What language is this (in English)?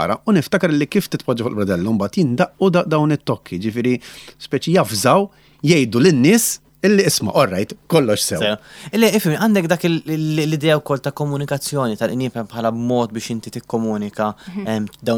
Maltese